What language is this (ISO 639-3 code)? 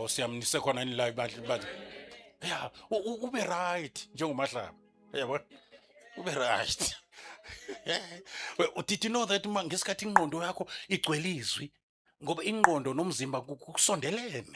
zul